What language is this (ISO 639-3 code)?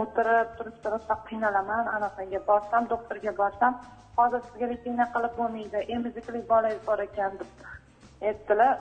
uzb